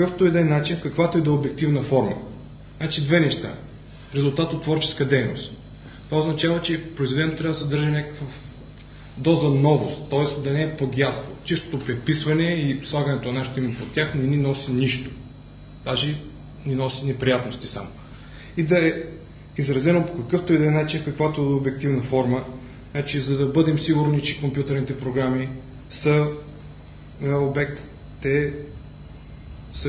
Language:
Bulgarian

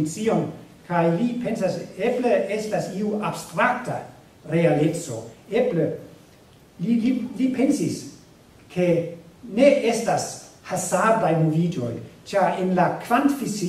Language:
Esperanto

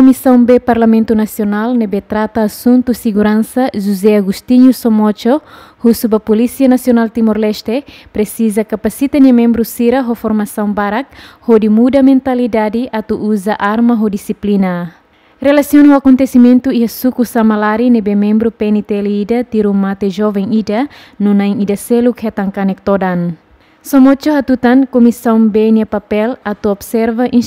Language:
Tetum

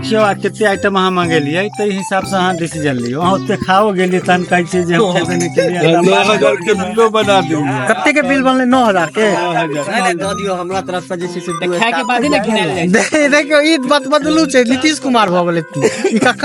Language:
Maithili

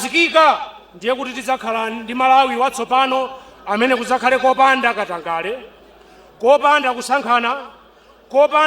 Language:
Nyanja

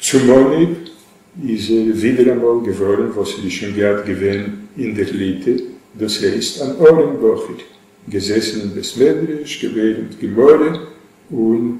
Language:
Yiddish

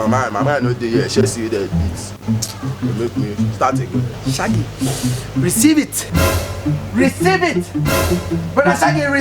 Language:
Nigerian Pidgin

